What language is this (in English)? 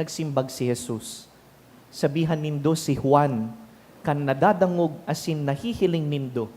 Bikol